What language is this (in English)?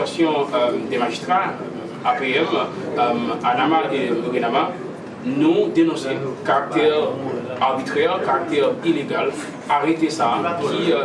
Haitian Creole